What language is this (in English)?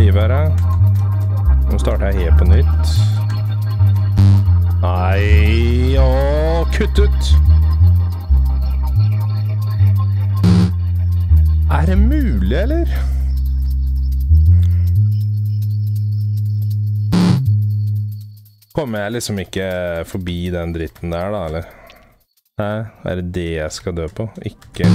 Norwegian